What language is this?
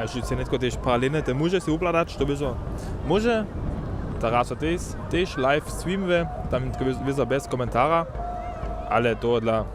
Upper Sorbian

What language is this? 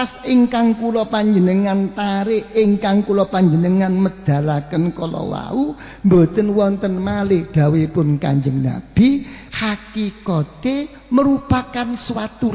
Javanese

